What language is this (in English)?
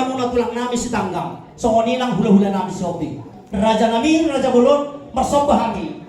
Batak Toba